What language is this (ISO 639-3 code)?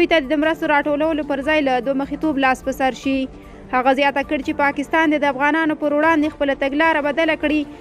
pus